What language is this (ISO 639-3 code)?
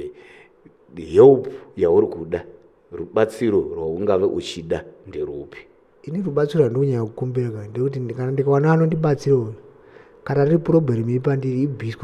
sna